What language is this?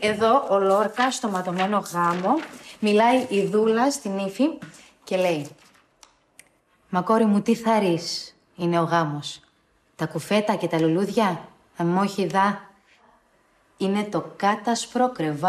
Greek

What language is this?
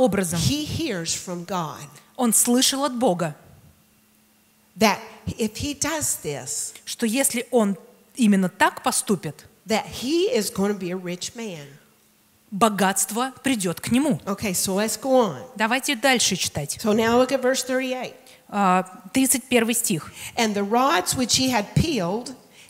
Russian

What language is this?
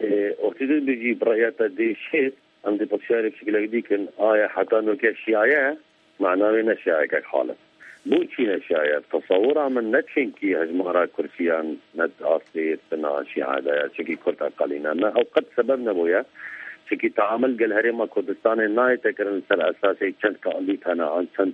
Kurdish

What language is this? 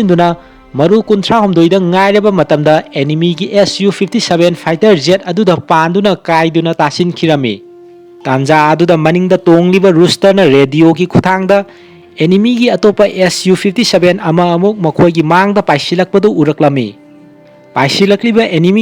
Manipuri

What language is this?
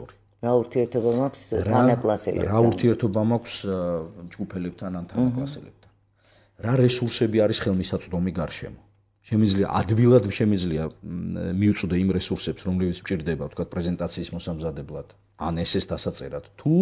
Georgian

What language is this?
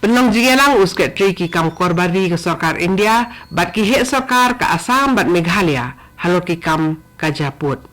Khasi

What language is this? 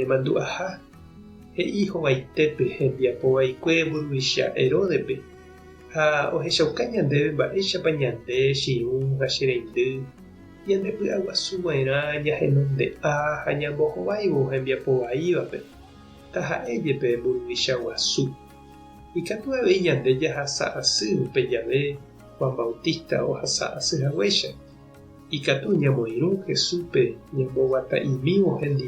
Guarani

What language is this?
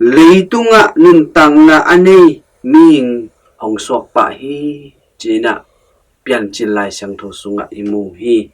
Tedim Chin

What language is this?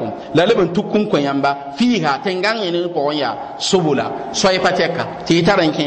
Mossi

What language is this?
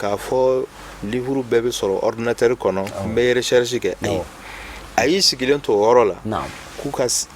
Bambara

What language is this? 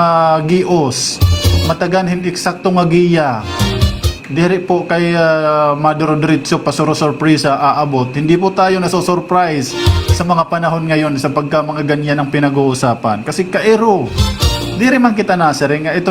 Waray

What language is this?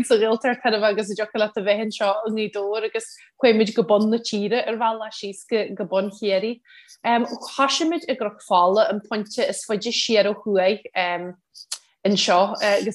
Irish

